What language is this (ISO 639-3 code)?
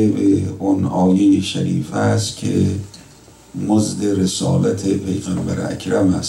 fas